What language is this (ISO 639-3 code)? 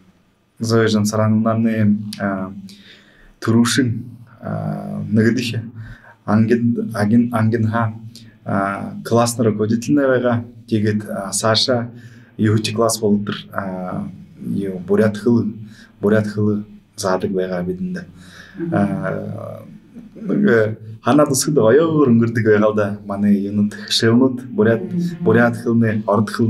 bua